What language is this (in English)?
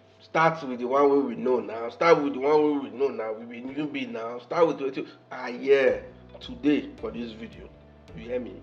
Nigerian Pidgin